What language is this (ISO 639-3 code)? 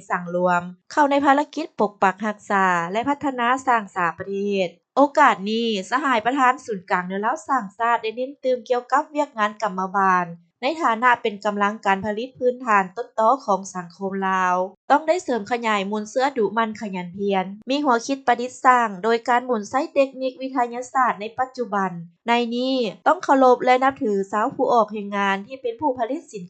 lao